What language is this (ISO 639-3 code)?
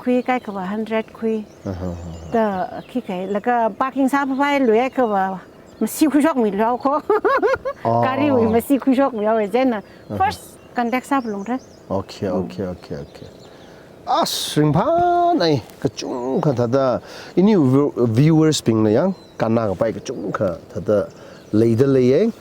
nmf